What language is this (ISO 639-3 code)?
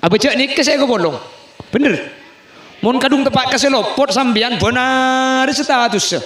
mad